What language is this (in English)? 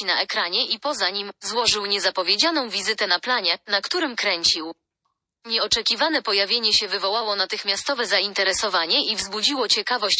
Polish